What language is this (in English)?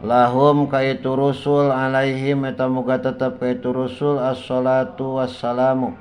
Sundanese